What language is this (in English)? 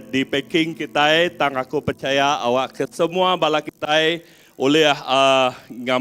Iban